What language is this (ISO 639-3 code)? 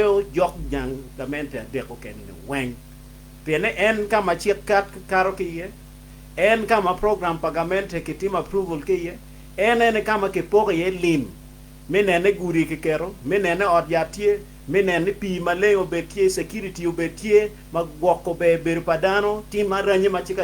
ach